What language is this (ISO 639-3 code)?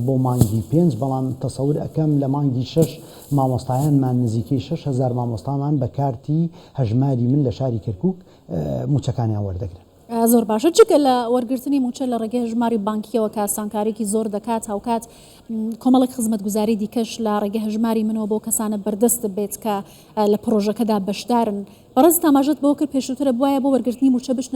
ckb